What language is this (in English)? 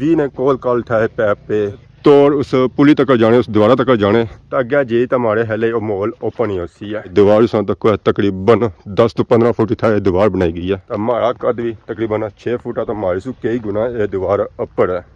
Pahari-Potwari